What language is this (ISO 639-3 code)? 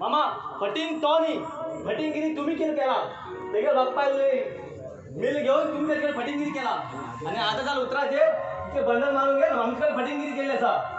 kok